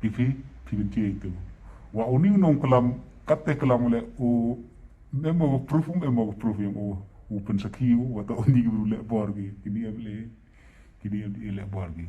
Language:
Khasi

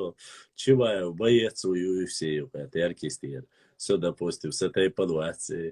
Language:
Chechen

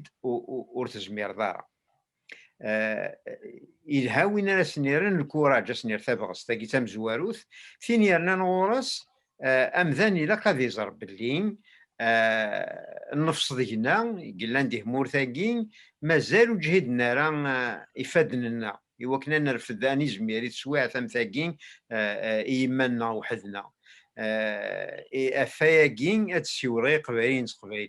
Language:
Kabyle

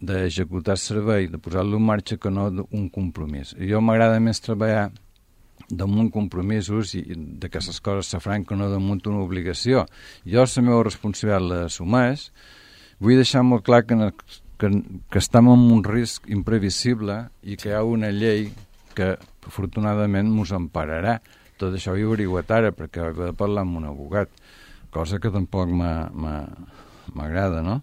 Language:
Catalan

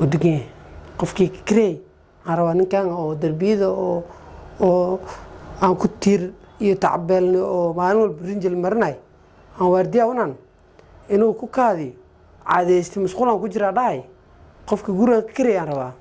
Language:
Somali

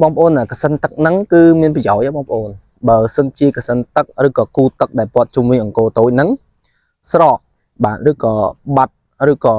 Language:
Khmer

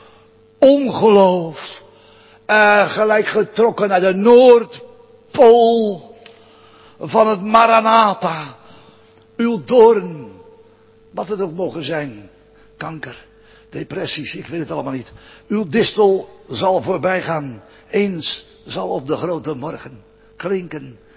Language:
Dutch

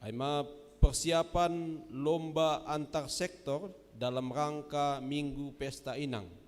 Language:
Batak Simalungun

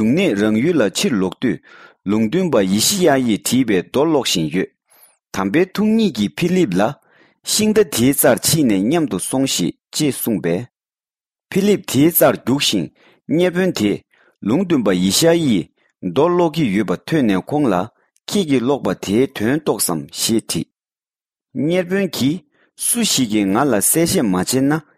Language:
Tibetan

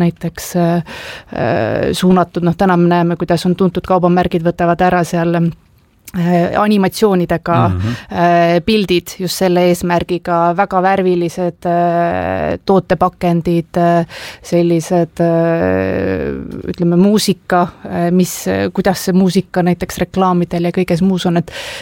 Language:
Estonian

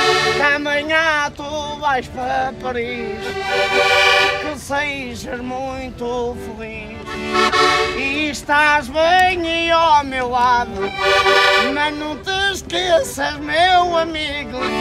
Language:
Portuguese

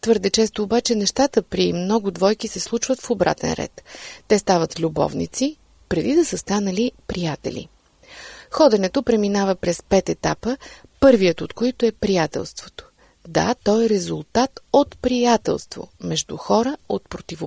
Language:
Bulgarian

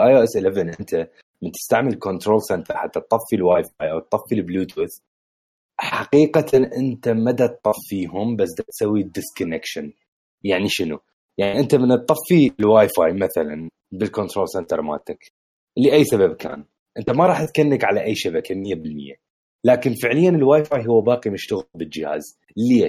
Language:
Mesopotamian Arabic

